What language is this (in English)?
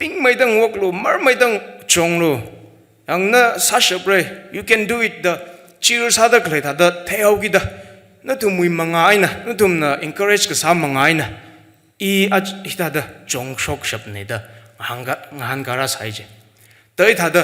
Tangkhul Naga (India)